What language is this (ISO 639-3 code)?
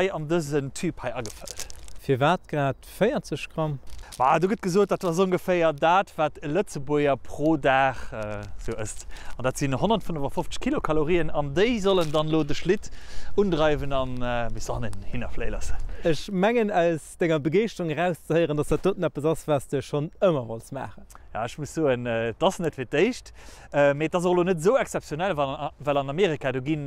ltz